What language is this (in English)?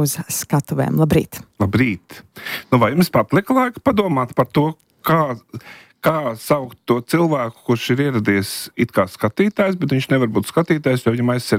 Latvian